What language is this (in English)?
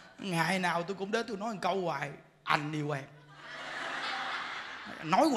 Vietnamese